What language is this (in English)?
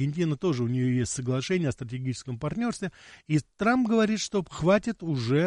Russian